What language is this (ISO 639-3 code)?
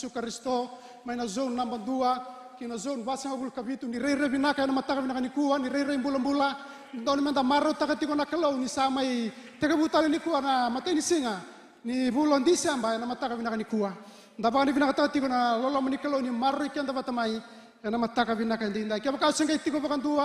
fij